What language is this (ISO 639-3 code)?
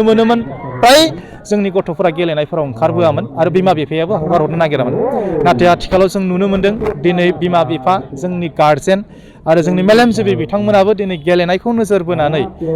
brx